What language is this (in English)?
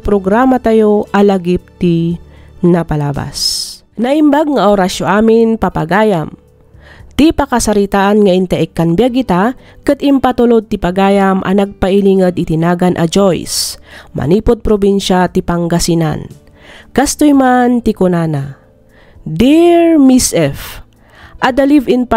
Iloko